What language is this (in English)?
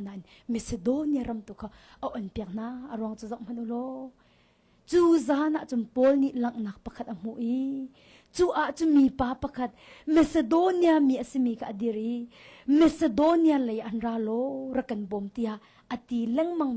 Hakha Chin